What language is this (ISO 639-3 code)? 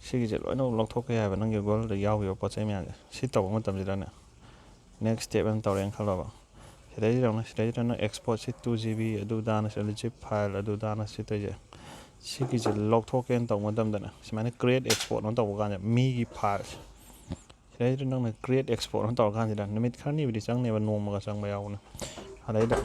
mni